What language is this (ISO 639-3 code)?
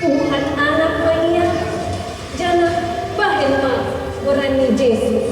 bts